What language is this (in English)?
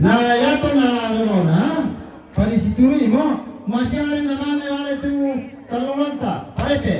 Toraja-Sa'dan